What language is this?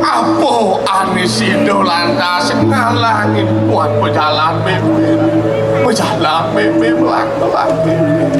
Balinese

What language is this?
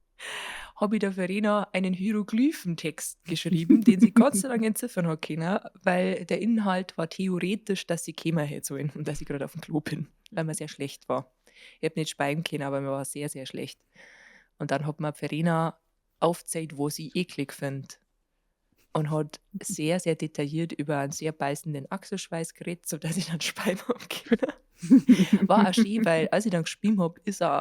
Bavarian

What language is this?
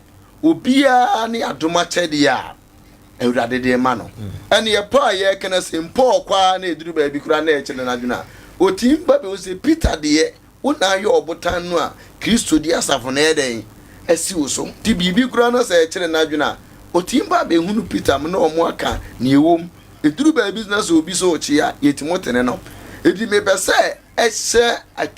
Akan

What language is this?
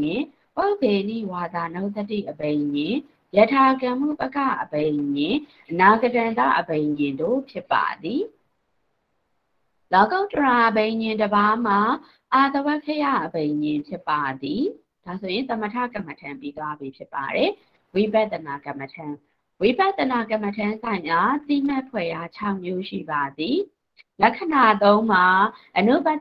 Burmese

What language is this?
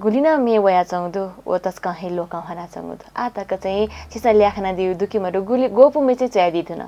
Newari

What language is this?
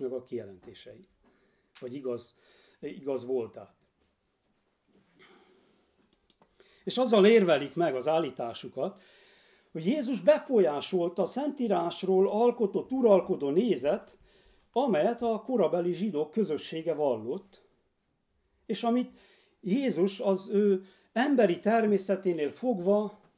Hungarian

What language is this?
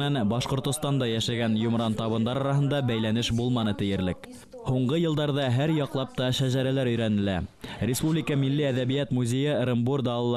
Bashkir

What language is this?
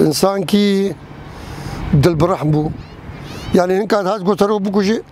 Kurdish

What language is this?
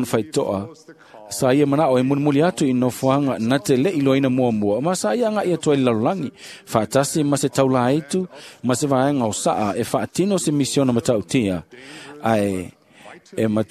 Samoan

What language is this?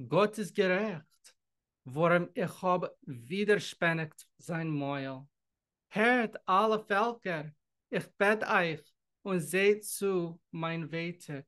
Yiddish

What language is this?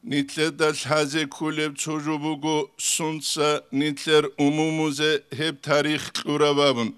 Avaric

